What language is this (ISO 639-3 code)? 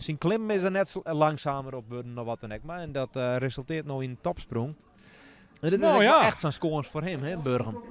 fry